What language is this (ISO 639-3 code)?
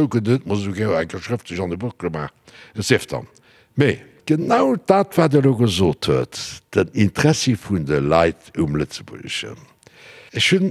ltz